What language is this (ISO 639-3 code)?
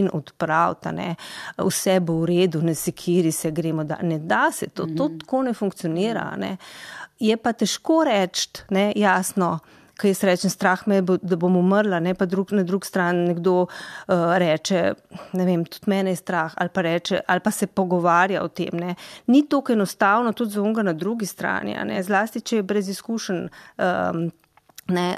slv